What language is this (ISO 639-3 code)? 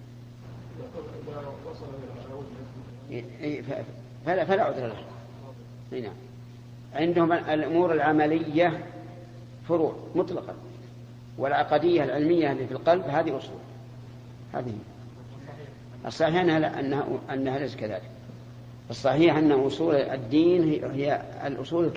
ara